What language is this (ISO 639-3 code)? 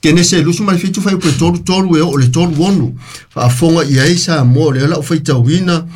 smo